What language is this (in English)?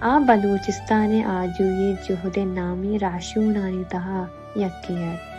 Baluchi